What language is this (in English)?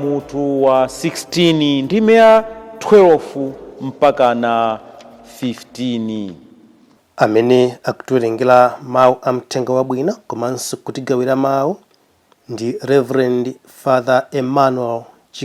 Nyanja